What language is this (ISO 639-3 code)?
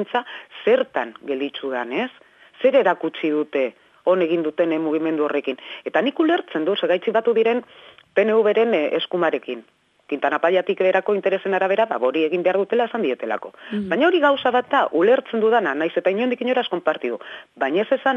eus